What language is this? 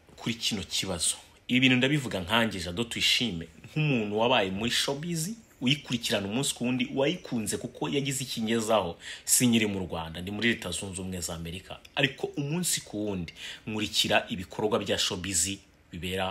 Kinyarwanda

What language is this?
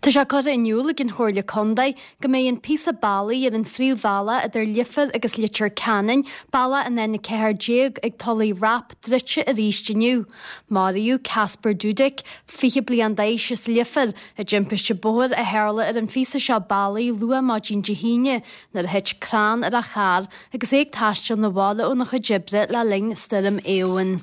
Irish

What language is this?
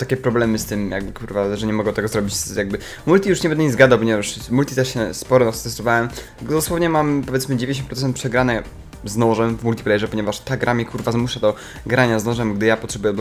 Polish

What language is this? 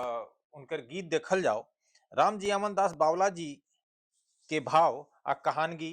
Bhojpuri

